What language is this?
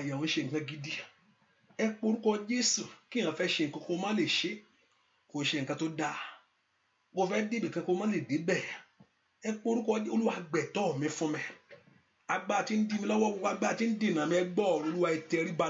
Yoruba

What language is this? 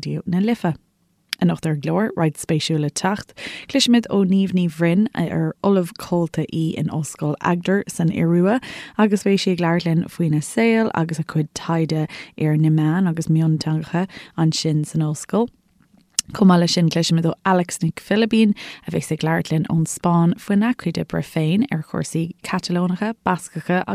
Irish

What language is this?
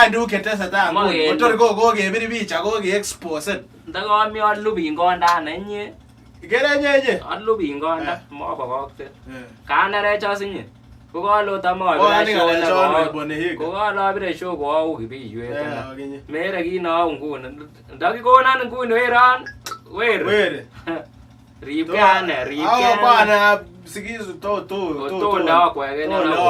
Kalenjin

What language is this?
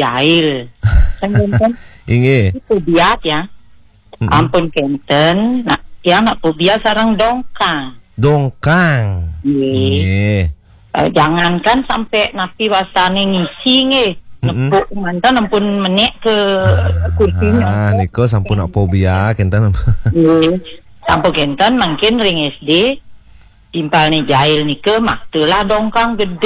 Balinese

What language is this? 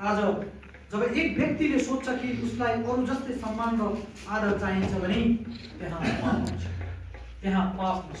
Nepali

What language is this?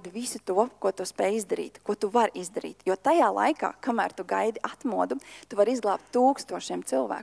Latvian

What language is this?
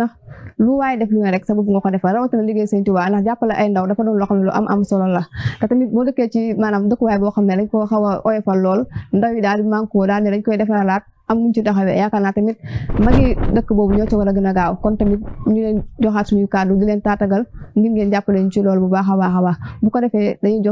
Wolof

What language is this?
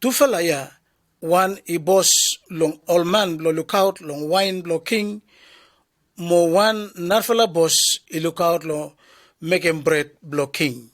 Bislama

